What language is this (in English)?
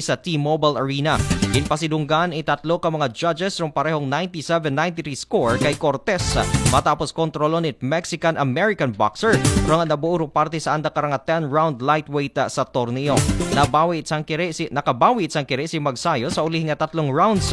Aklanon